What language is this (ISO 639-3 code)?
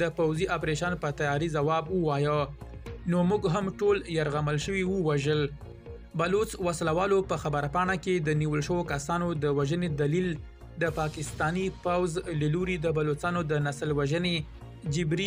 pus